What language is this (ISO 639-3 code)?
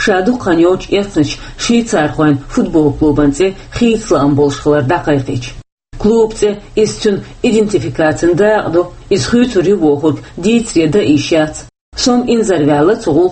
che